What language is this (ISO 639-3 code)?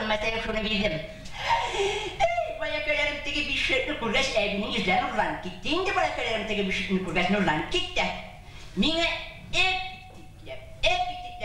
bak